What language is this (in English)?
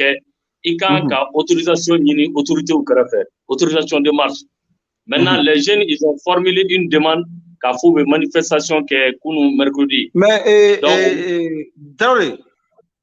Bambara